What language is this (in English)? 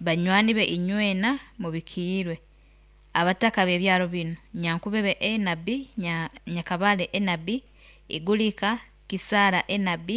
Nyoro